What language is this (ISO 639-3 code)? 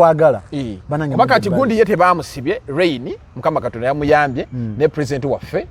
lug